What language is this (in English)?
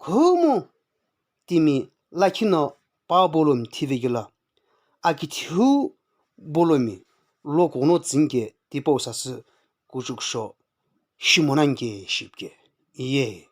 Sumi Naga